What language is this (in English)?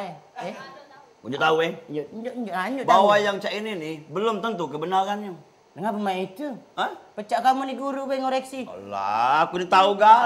Musi